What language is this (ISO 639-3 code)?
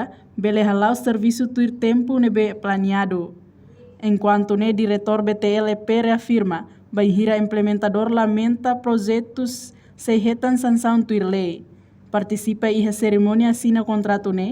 tet